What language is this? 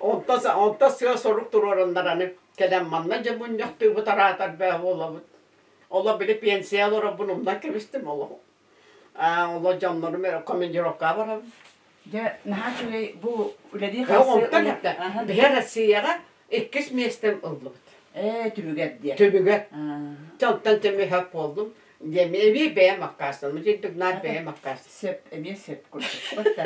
Yakut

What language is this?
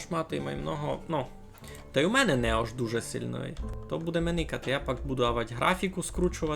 Rusyn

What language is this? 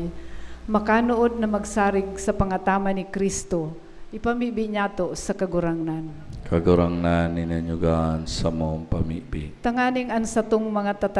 Bikol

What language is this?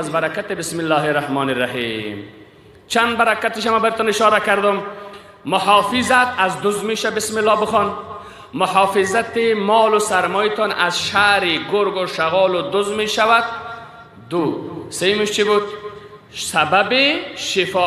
Persian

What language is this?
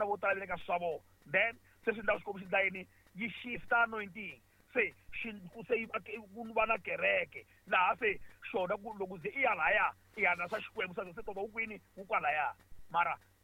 Tsonga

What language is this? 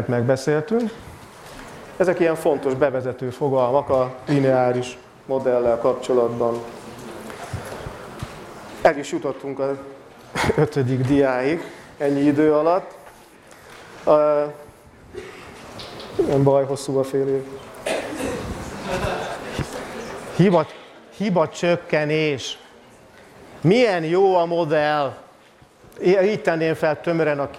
Hungarian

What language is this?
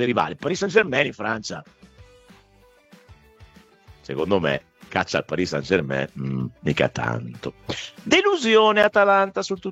Italian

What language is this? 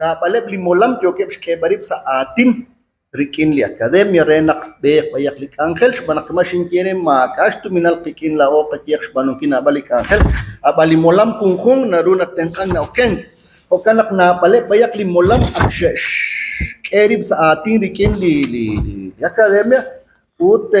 Kekchí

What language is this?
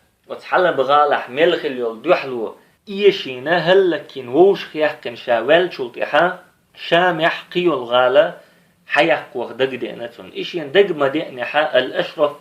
Chechen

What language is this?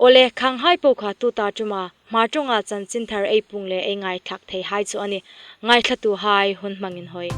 Hmar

